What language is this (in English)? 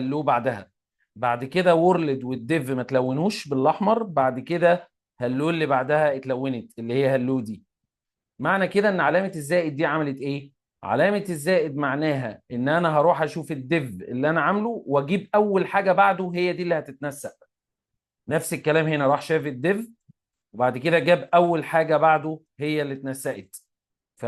Egyptian Arabic